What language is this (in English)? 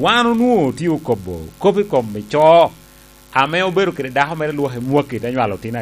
Lango (Uganda)